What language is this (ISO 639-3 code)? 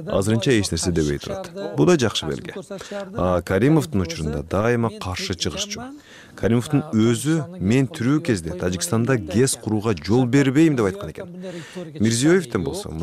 kir